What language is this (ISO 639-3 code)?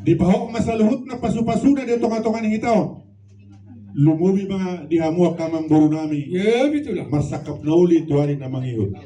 bbc